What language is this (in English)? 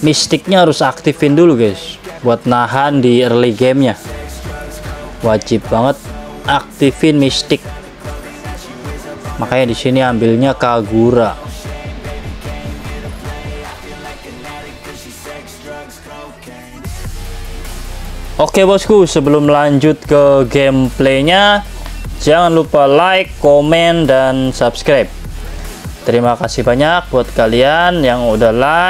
Indonesian